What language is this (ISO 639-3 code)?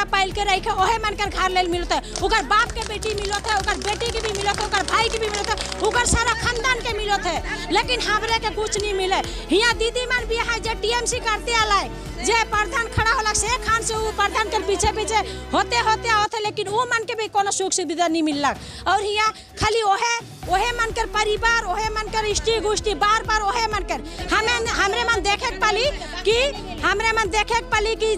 sck